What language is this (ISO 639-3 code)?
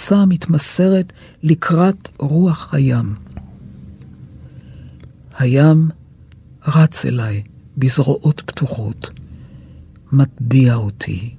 heb